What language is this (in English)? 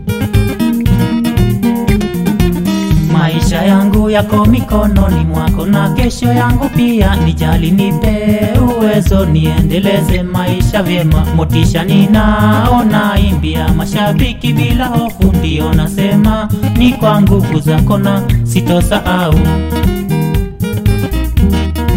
Swahili